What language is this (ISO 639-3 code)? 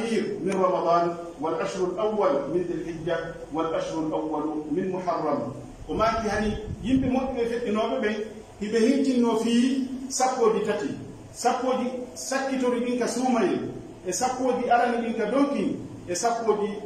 fuf